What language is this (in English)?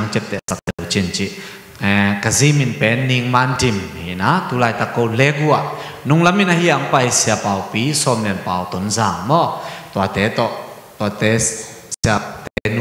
Tedim Chin